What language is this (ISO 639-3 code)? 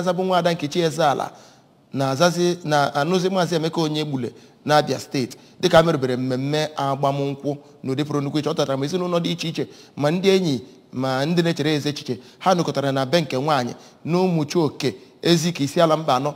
ibo